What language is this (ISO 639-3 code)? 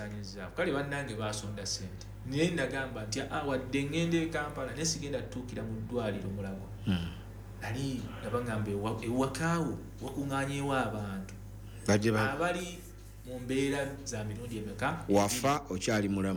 lug